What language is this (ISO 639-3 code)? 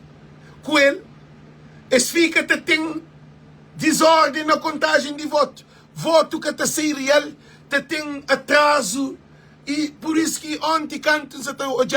kea